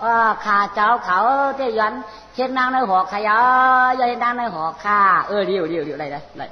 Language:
Shan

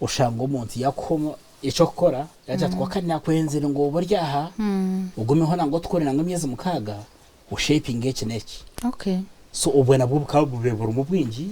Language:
Nyankole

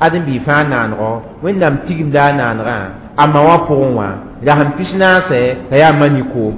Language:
Mossi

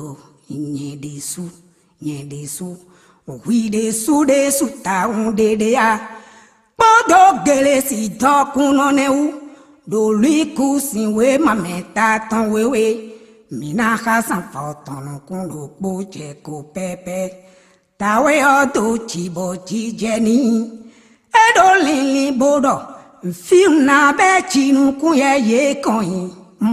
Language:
Fon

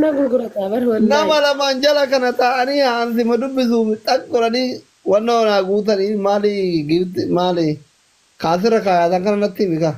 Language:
Oromo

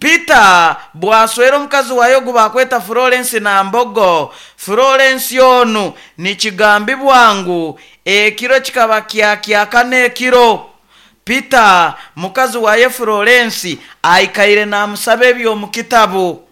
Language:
Nyoro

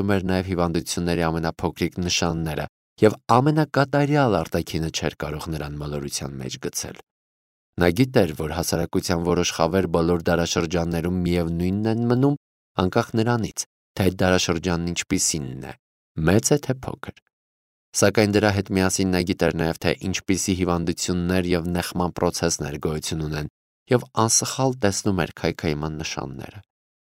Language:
Armenian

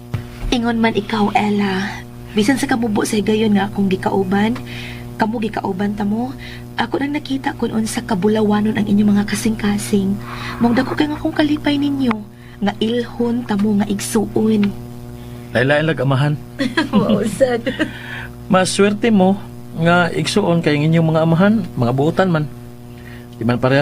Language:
Cebuano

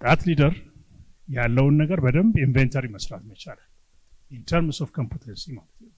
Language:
Amharic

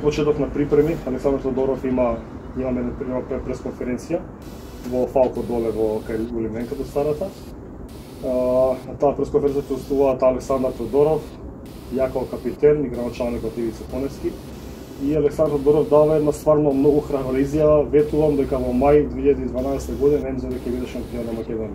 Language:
Macedonian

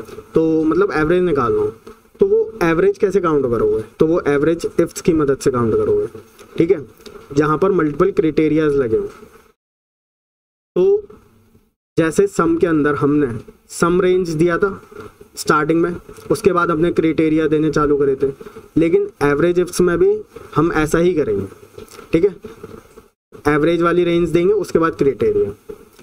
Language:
Hindi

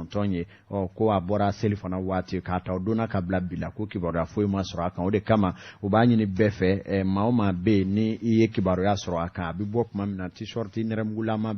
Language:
Bambara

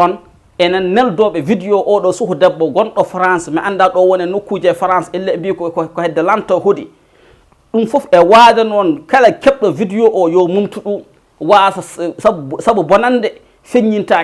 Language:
Fula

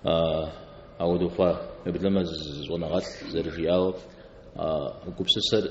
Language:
Kabardian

